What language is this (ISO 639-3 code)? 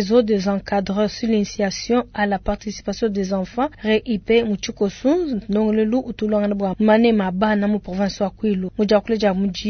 lua